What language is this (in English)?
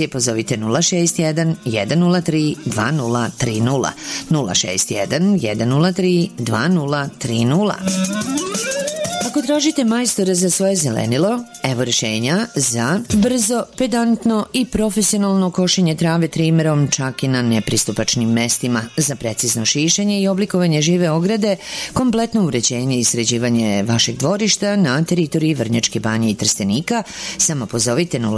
Serbian